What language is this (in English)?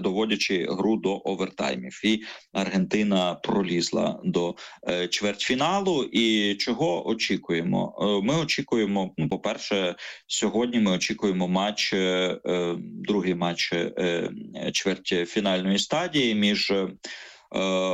Ukrainian